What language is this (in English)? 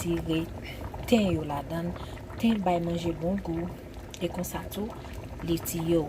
Haitian Creole